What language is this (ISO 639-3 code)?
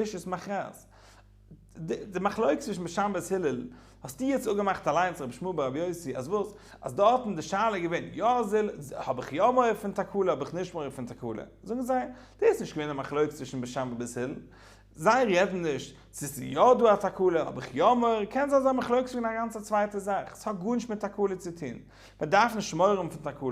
yid